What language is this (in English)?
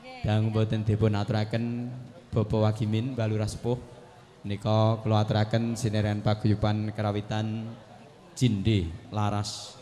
Javanese